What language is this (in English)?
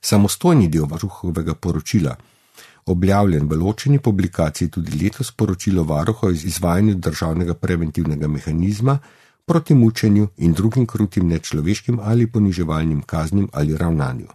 Slovenian